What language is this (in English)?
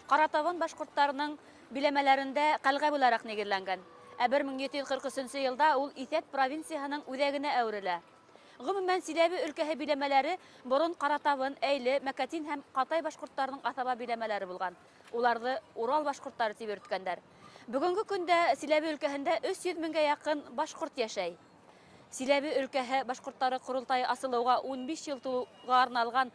Bashkir